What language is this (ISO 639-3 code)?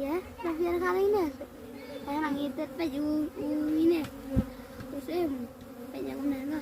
kha